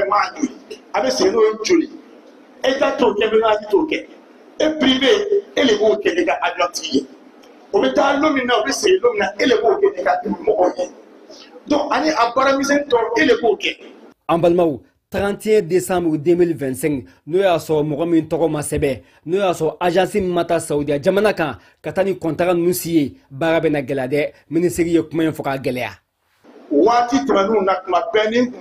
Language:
Bambara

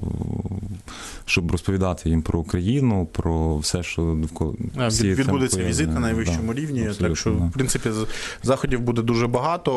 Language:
Ukrainian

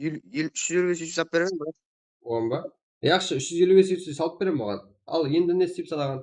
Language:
Kara-Kalpak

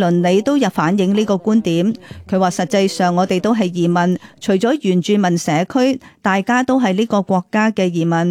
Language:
Cantonese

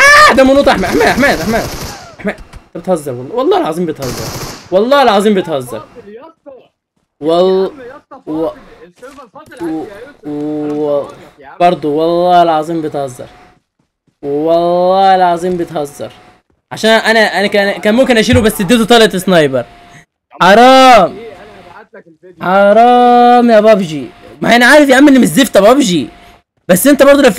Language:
Egyptian Arabic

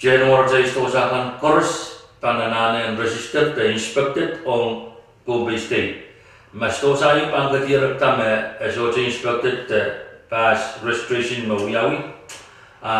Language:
Pohnpeian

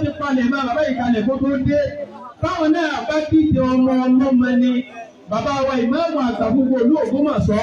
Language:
Yoruba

